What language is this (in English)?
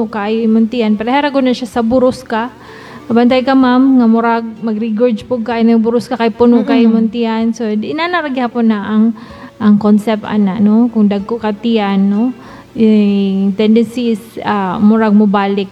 Cebuano